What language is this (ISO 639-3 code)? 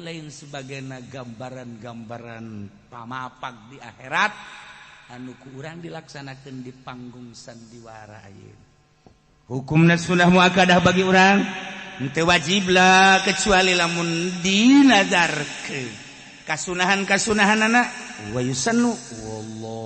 sun